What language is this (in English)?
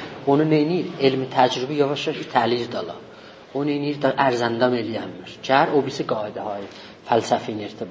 South Azerbaijani